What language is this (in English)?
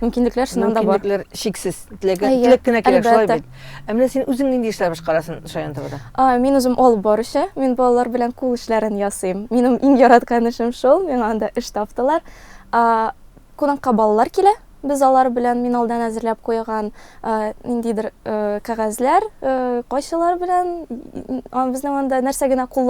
Tatar